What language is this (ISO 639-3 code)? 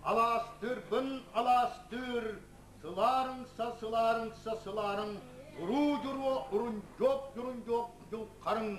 sah